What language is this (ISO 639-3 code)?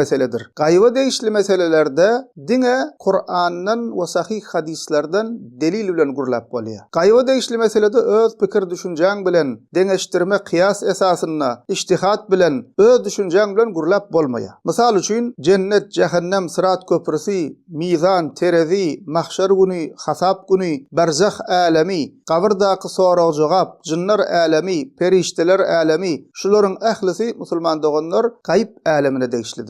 tuk